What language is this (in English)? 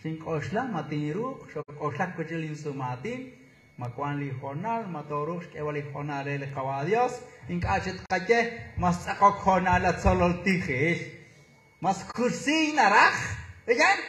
Kekchí